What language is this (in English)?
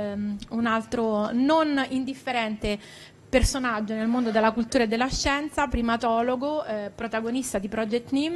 Italian